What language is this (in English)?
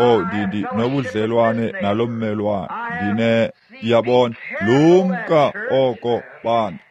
Xhosa